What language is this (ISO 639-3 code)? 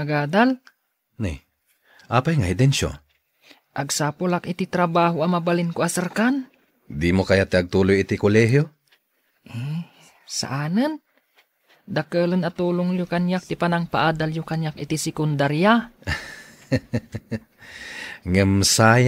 ilo